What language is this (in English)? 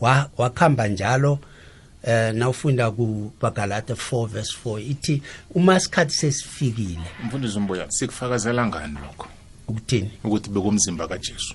South Ndebele